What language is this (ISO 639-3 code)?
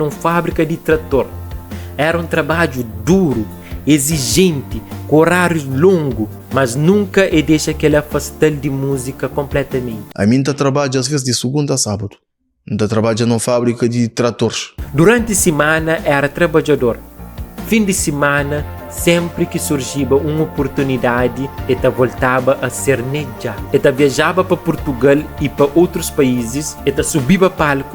kea